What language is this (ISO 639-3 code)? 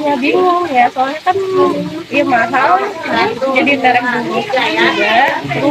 sun